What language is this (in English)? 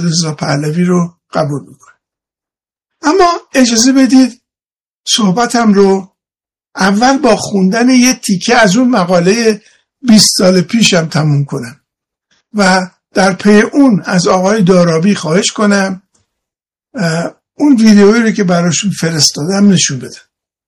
Persian